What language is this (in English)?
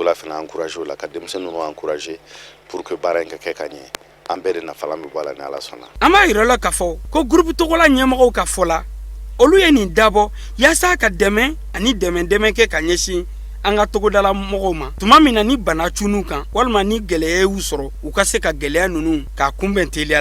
Bambara